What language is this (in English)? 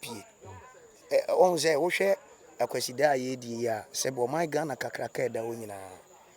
Akan